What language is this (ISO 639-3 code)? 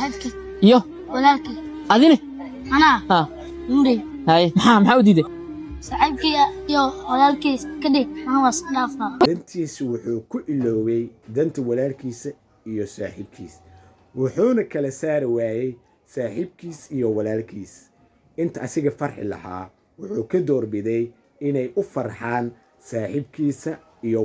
som